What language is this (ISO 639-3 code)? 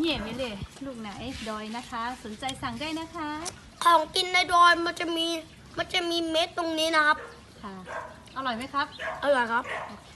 lhu